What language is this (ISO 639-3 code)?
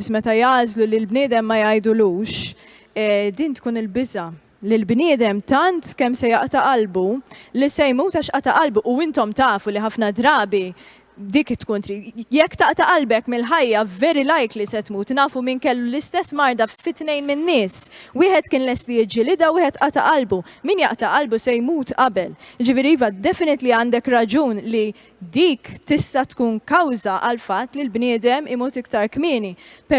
mlt